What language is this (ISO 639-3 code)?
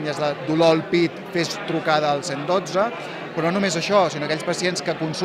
cat